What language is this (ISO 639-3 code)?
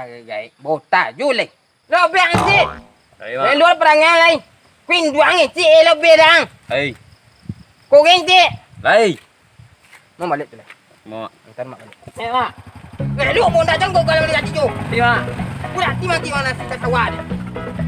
min